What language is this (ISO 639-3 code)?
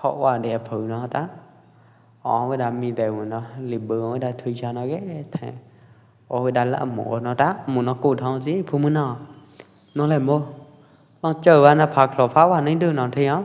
kjp